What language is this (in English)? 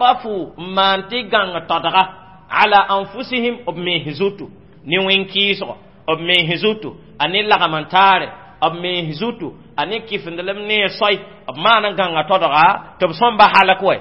Mossi